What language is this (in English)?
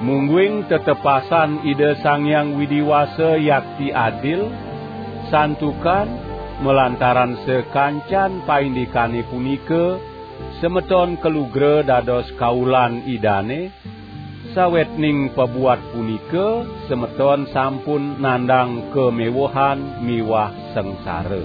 Balinese